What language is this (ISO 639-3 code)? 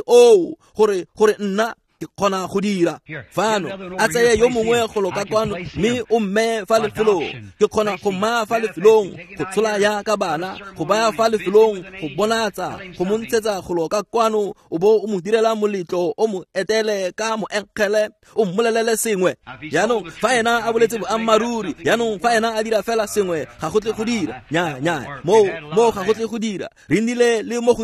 tsn